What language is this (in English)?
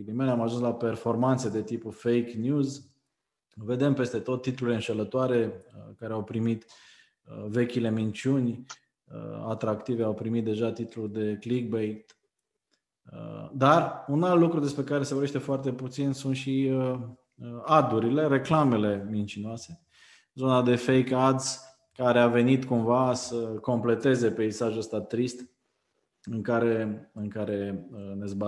Romanian